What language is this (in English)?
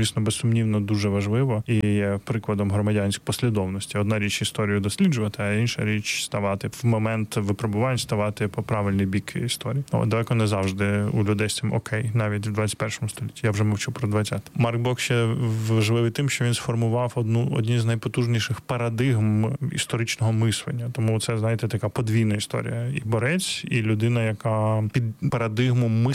Ukrainian